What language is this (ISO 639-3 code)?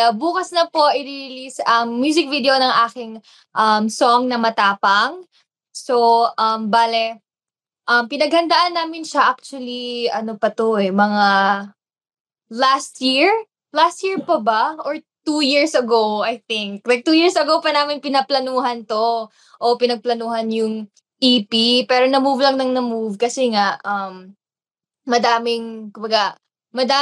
fil